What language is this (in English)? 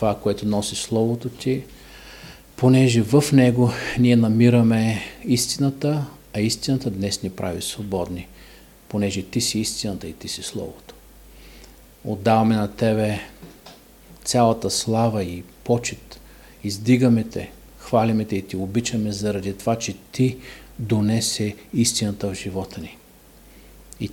Bulgarian